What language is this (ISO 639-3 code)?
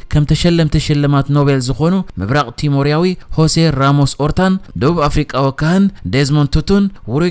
tir